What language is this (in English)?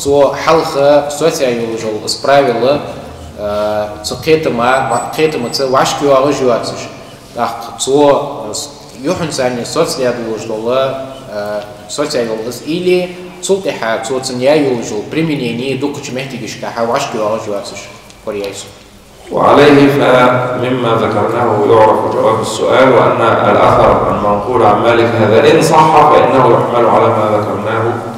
Ingush